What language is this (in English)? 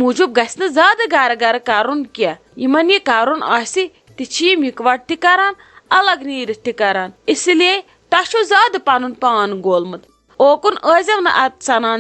Kashmiri